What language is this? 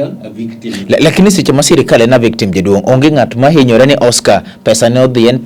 Luo (Kenya and Tanzania)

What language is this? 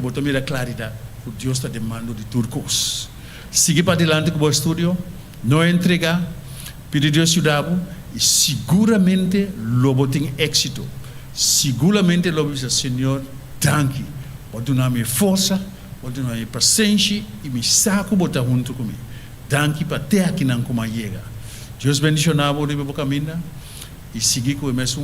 Papiamento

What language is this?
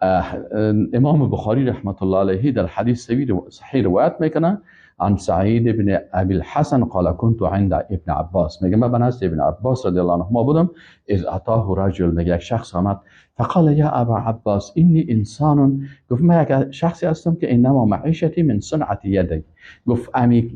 Persian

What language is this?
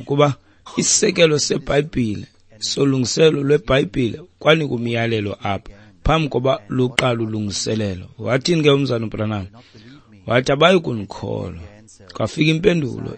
Xhosa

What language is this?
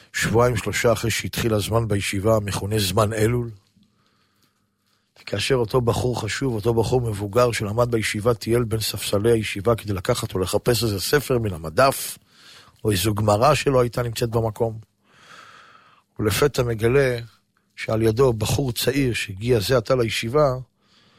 Hebrew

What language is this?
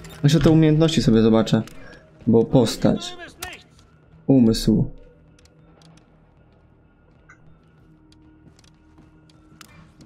Polish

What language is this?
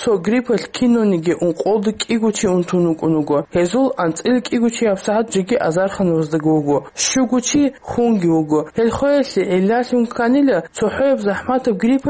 Avaric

